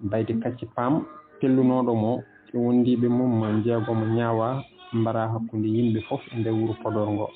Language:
Fula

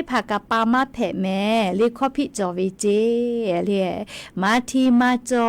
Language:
Lahu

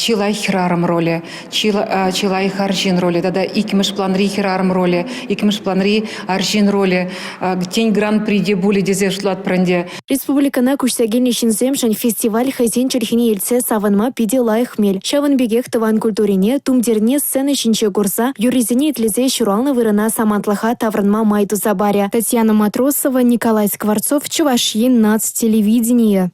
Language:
Chuvash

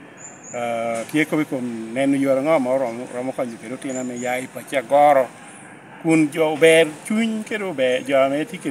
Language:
Lango (Uganda)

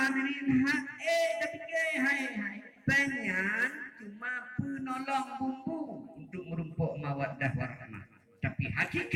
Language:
Achinese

